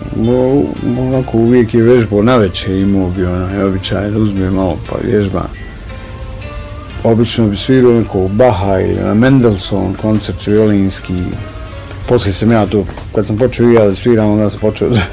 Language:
Bosnian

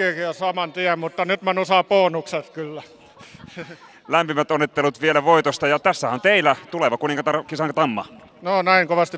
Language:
Finnish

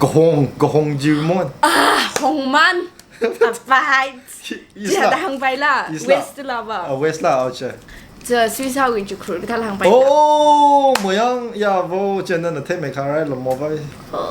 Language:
Tangkhul Naga (India)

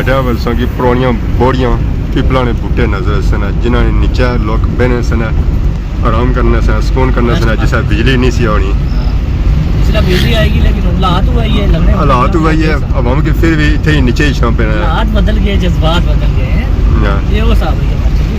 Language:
Pahari-Potwari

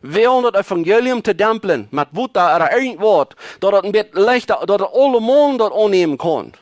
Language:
Plautdietsch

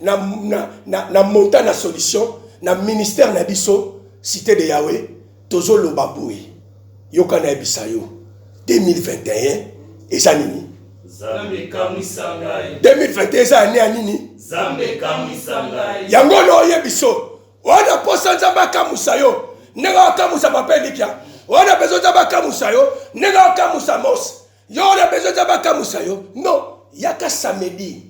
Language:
Lingala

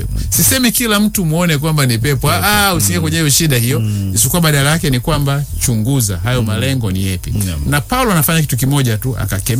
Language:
Swahili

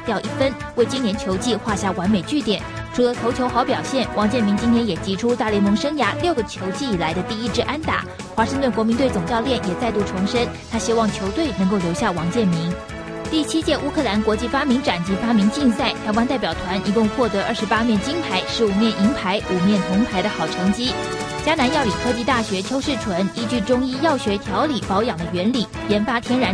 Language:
Chinese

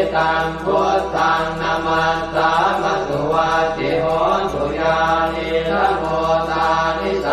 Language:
Pali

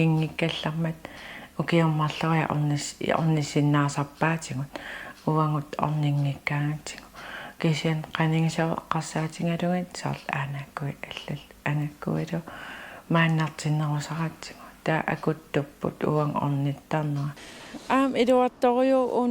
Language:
Kalaallisut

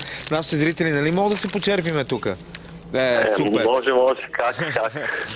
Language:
Bulgarian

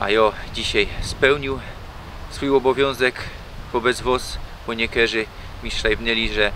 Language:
Silesian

